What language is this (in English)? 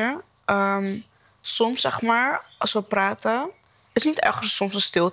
Dutch